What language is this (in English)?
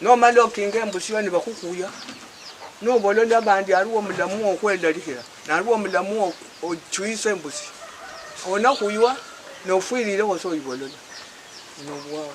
Luyia